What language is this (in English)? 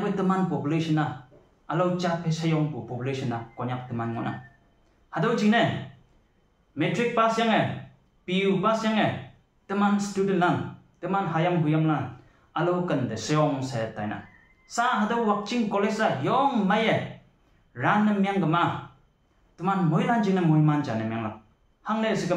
Konyak Naga